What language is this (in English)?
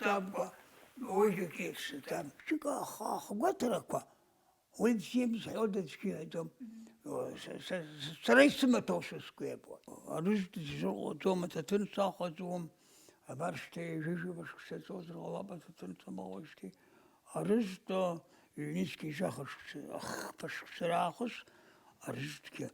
Abkhazian